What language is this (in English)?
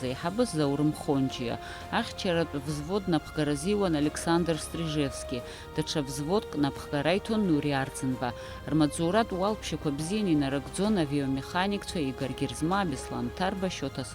Abkhazian